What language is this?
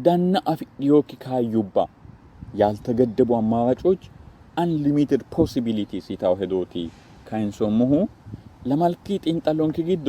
Sidamo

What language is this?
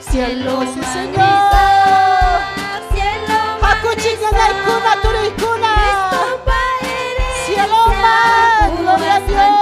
Ayacucho Quechua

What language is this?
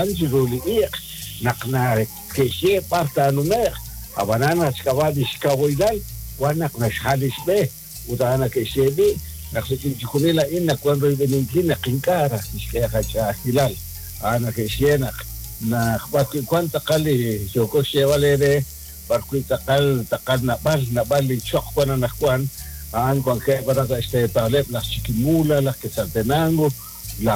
Kekchí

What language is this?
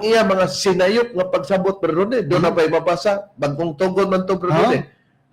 Cebuano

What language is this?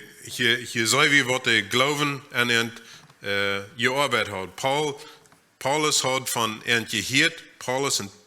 Plautdietsch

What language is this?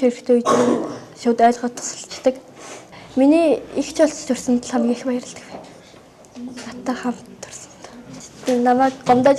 Mongolian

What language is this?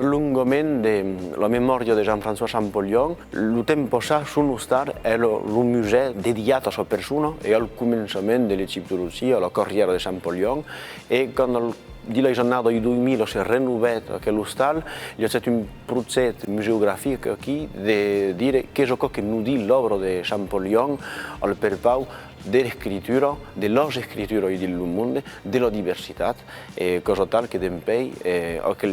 Occitan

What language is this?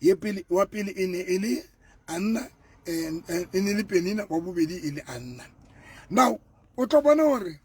Southern Sotho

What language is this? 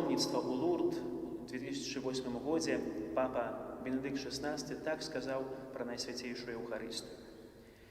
Belarusian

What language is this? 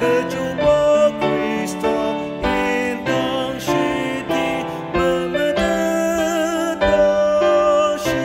Ao Naga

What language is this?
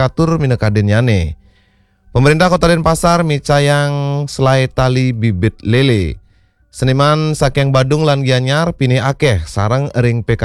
Balinese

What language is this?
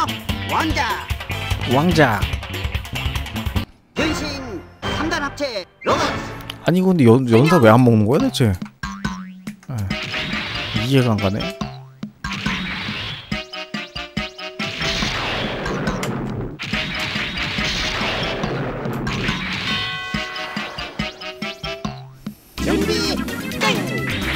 Korean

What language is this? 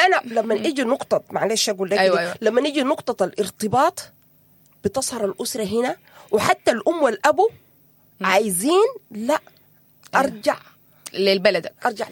Sudanese Arabic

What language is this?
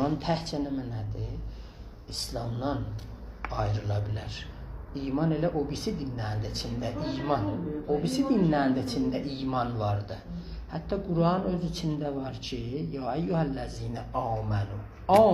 South Azerbaijani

